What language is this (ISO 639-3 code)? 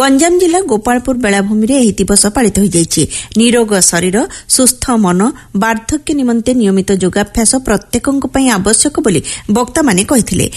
ori